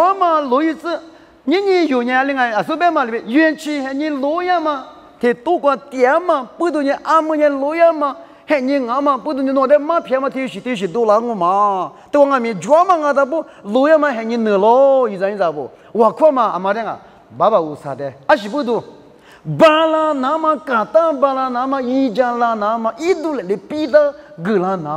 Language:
Lisu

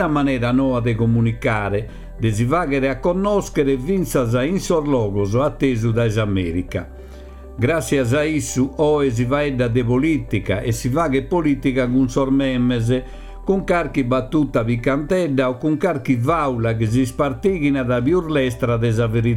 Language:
Sardinian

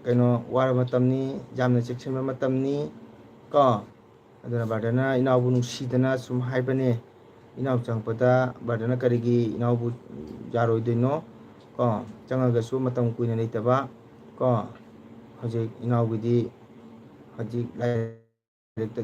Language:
Manipuri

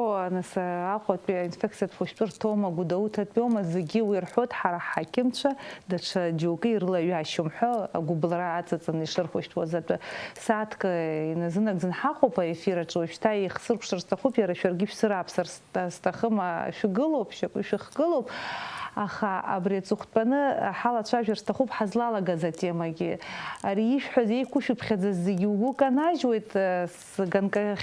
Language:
Abkhazian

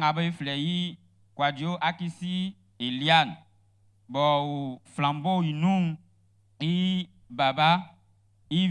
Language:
Baoulé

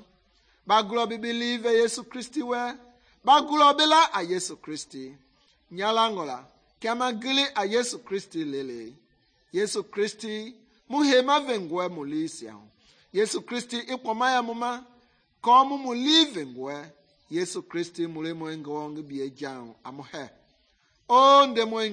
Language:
Mende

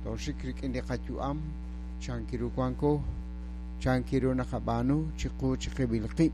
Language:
Kekchí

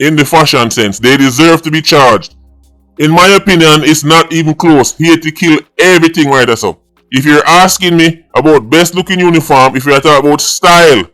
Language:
Jamaican Creole English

